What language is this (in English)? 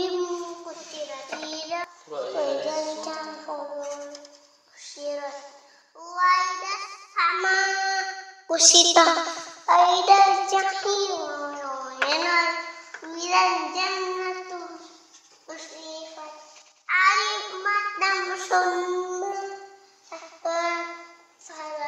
Indonesian